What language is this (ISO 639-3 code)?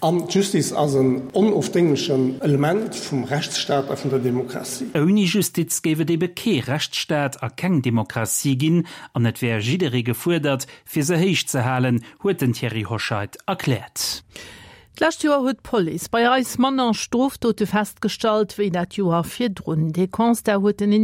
ltz